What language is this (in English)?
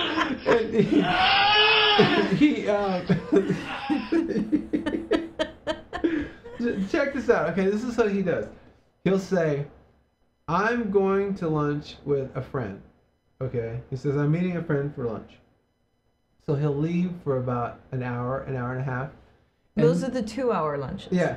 English